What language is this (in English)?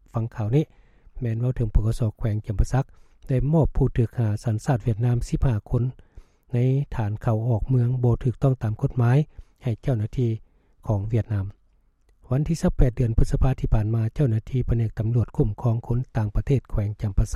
Lao